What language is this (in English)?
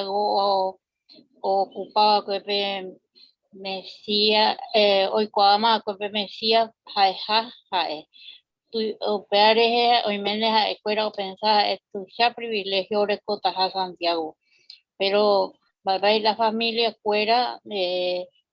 Guarani